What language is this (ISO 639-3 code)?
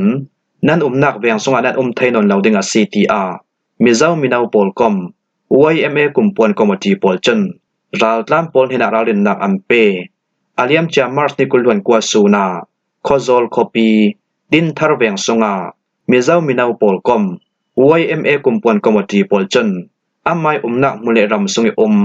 cfm